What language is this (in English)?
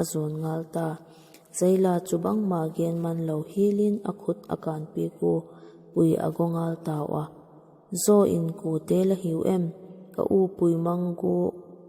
Vaiphei